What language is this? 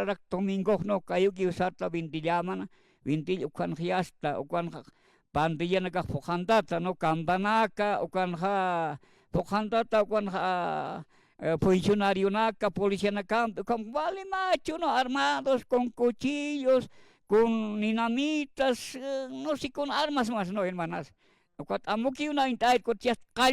Aymara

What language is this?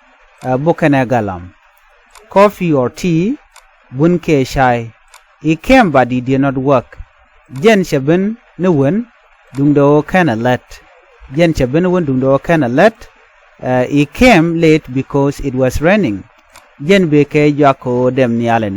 Nuer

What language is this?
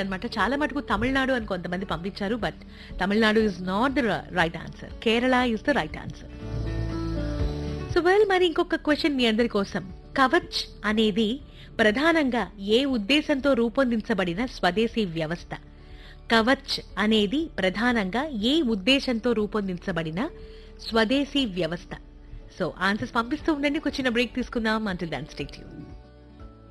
Telugu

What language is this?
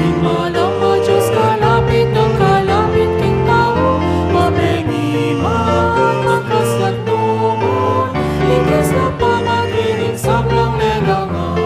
Pampanga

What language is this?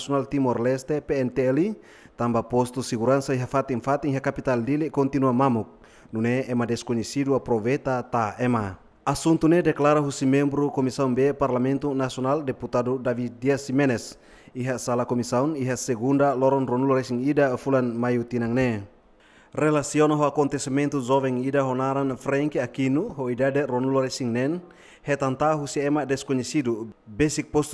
Tetum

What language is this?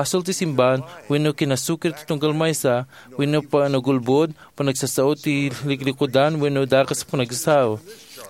Iloko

